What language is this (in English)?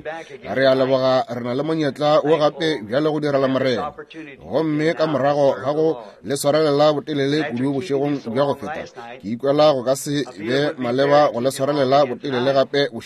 Northern Sotho